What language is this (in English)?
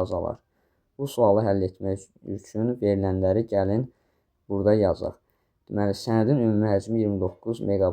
Azerbaijani